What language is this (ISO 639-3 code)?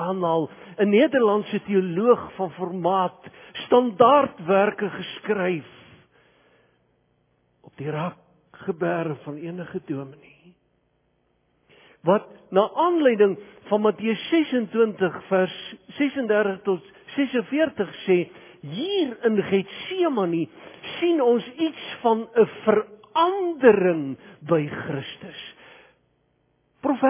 afr